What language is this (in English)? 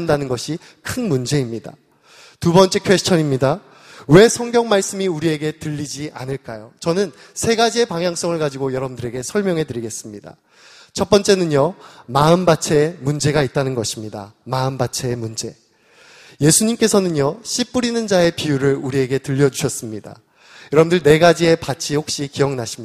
Korean